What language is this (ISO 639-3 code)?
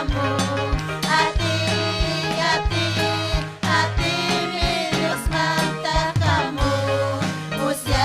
quy